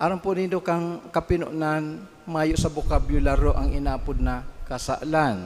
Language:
Bikol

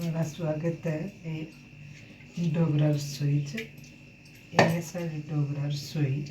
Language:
Dogri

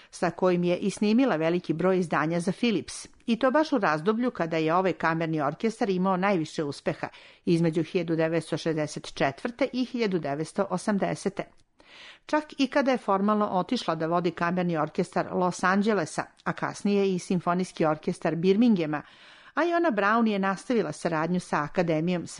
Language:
Serbian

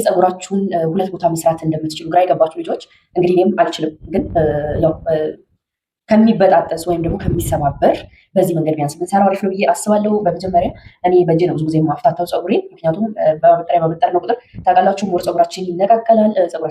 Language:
Amharic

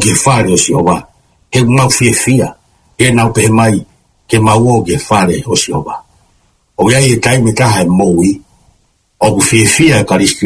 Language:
Tongan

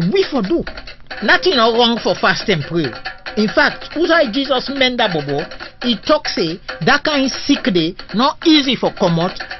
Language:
Krio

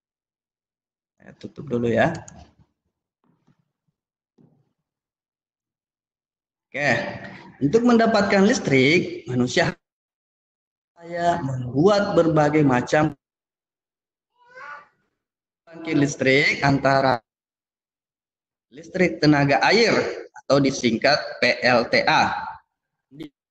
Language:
Indonesian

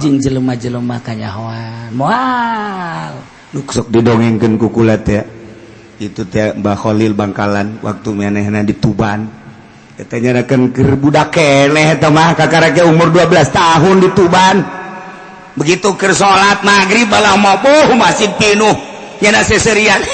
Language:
Sundanese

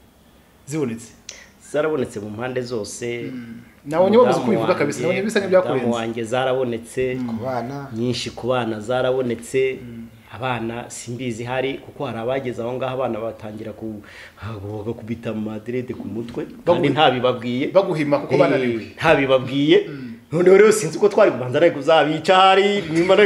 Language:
Kinyarwanda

